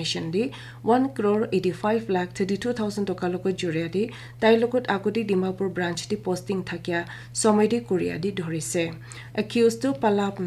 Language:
Naga Pidgin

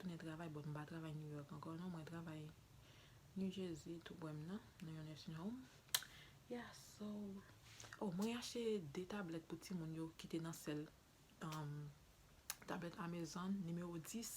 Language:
Haitian Creole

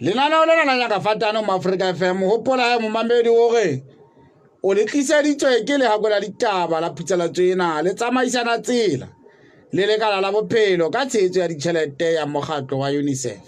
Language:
Southern Sotho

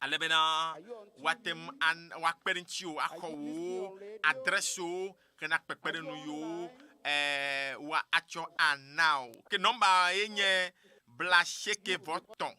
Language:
Ewe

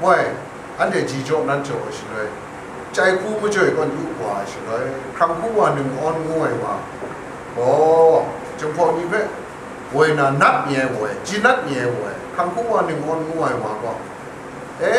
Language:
Kachin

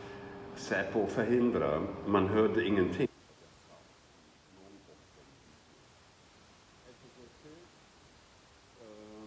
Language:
Swedish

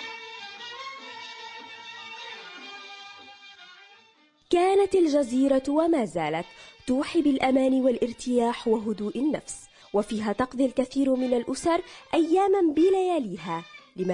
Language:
Arabic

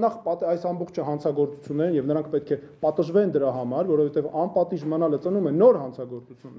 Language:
Armenian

